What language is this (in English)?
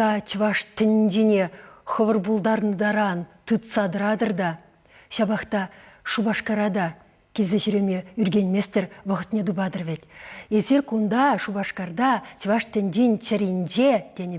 Chuvash